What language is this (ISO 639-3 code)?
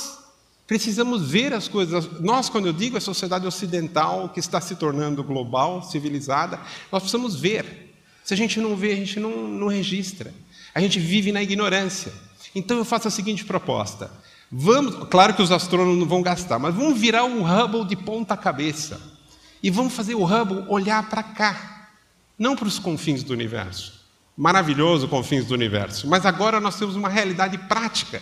por